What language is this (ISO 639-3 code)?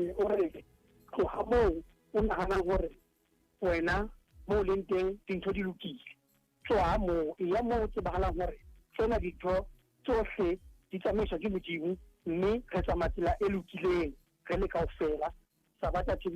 sot